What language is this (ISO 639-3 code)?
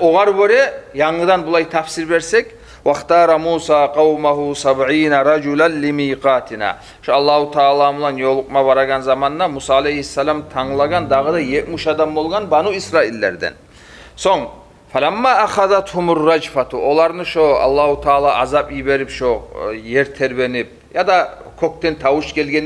kum